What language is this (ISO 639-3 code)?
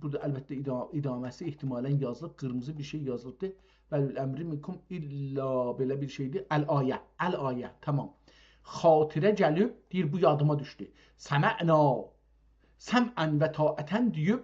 azb